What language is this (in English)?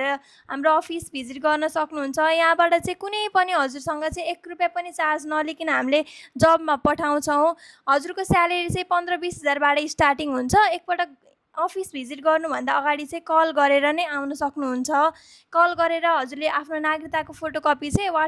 Nepali